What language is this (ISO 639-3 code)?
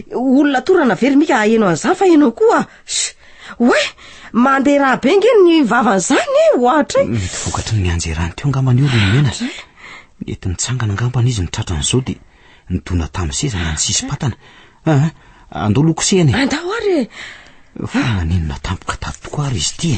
mlg